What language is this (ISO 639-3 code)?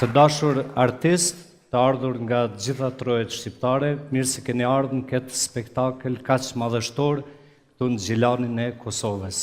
sqi